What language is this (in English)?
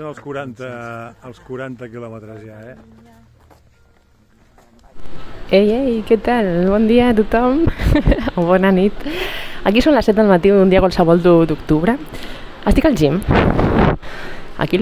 Catalan